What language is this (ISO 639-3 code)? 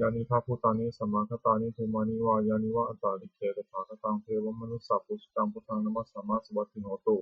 pli